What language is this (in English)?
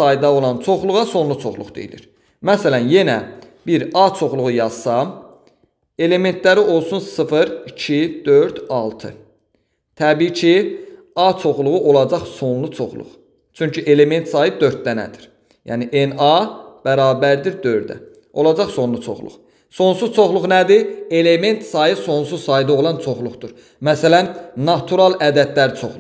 Azerbaijani